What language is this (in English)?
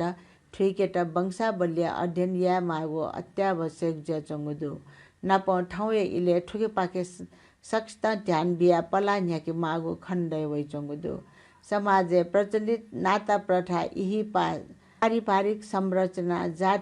Newari